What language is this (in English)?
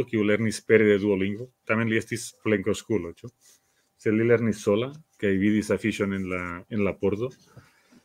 Esperanto